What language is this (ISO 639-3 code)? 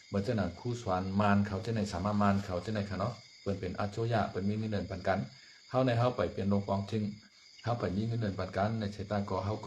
shn